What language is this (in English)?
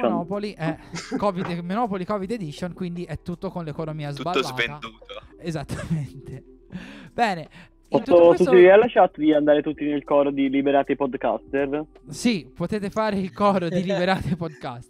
Italian